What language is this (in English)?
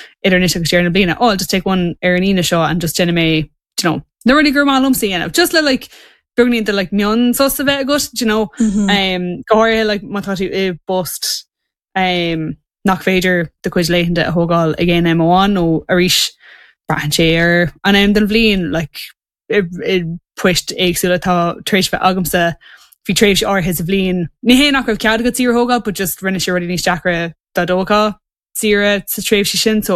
Irish